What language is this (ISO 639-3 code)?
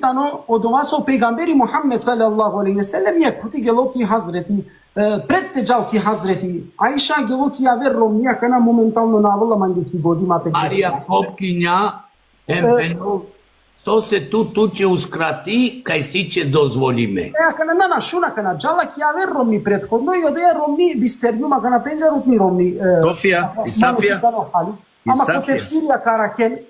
rmn